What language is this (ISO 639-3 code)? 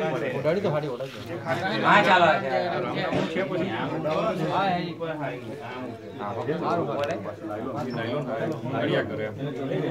guj